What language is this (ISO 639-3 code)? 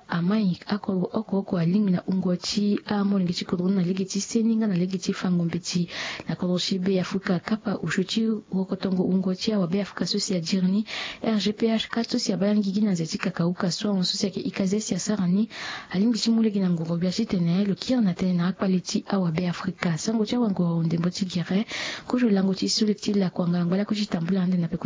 sag